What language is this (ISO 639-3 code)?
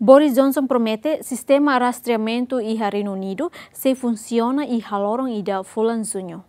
tet